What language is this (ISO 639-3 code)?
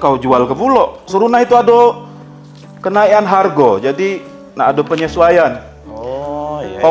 mui